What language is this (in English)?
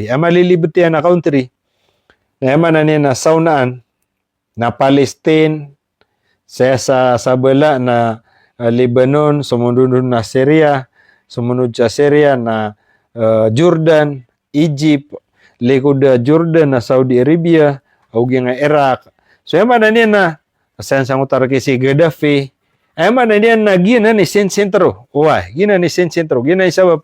Maranao